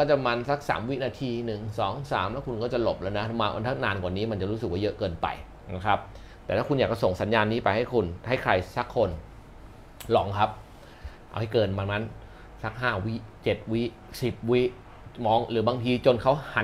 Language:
Thai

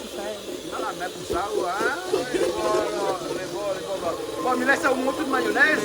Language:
Réunion Creole French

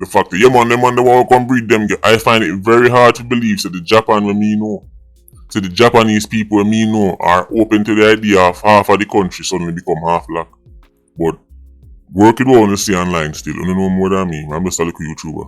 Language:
Jamaican Creole English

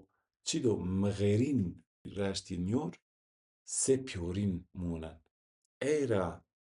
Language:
Zaza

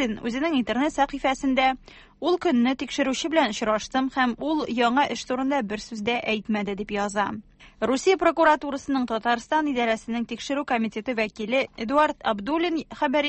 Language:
Tatar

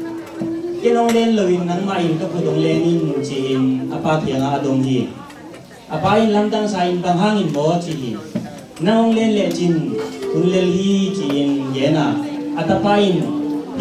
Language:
Tedim Chin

